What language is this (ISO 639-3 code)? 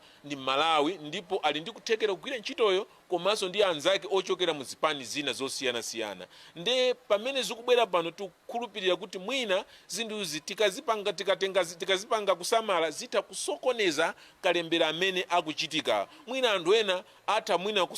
nya